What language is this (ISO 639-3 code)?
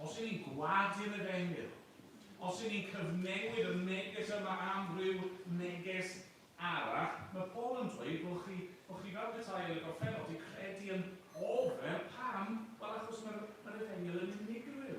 cym